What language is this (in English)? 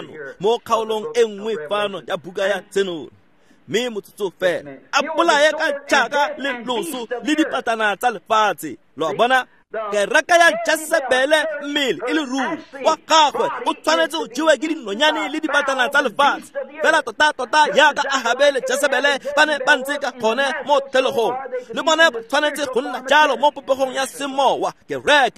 Tswana